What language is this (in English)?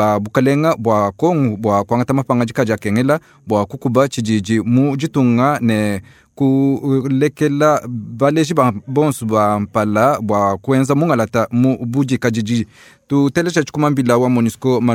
Luba-Lulua